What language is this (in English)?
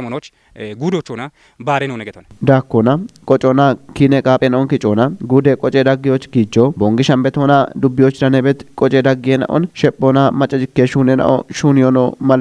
Kafa